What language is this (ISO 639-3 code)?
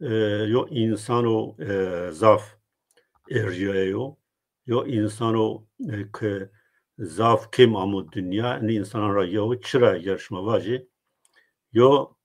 zza